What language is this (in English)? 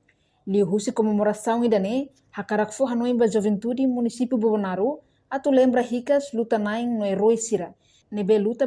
Tetum